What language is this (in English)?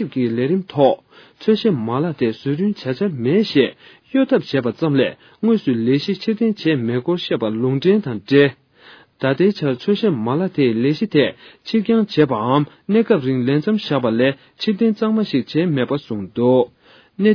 Tibetan